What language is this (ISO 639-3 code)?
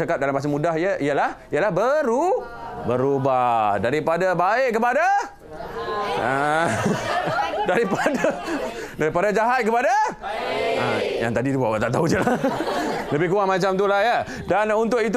msa